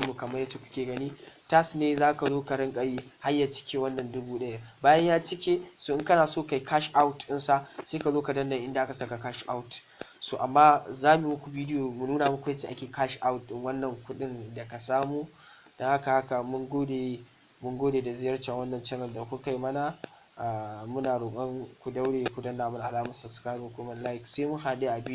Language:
Hausa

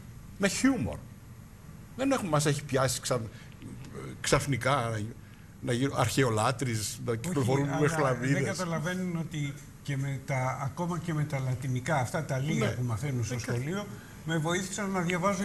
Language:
Greek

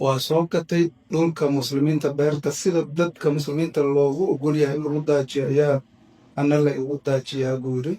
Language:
Somali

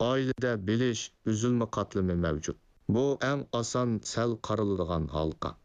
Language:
Uyghur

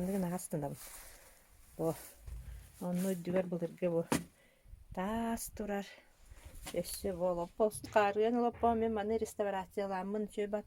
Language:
Yakut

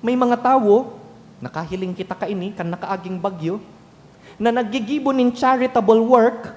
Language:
Bikol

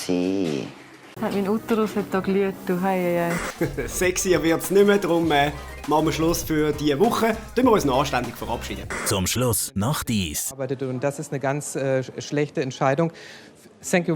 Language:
Swiss German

